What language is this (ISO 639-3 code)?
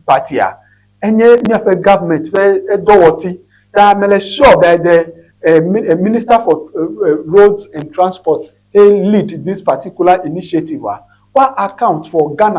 ewe